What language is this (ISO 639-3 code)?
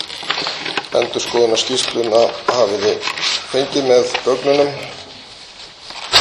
isl